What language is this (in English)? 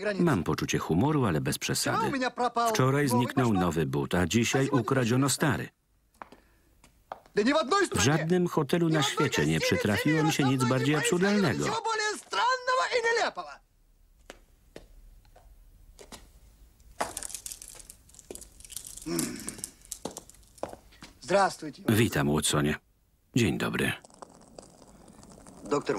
Polish